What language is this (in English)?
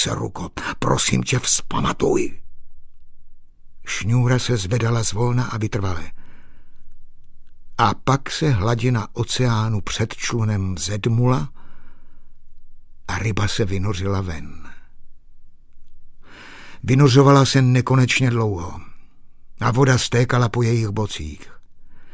Czech